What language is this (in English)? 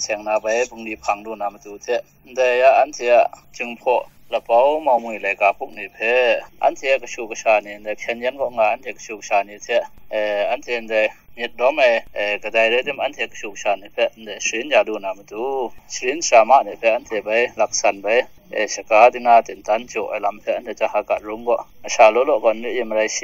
Kachin